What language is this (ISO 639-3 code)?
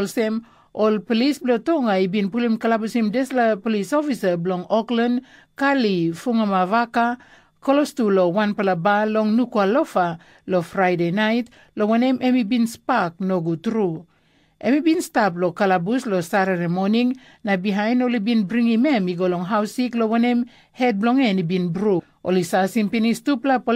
tpi